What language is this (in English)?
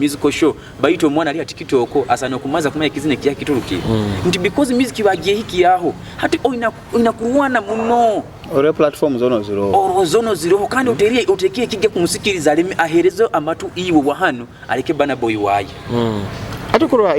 Nyoro